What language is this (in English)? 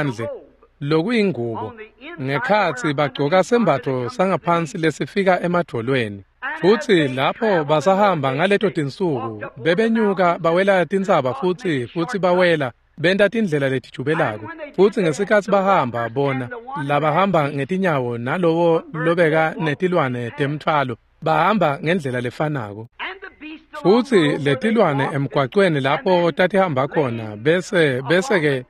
Swati